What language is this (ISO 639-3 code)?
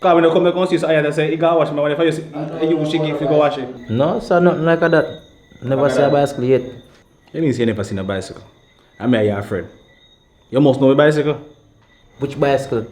jam